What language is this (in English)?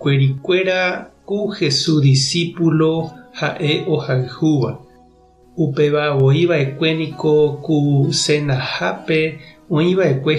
Guarani